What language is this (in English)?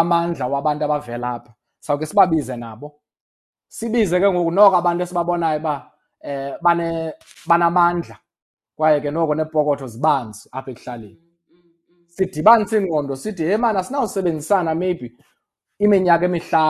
Xhosa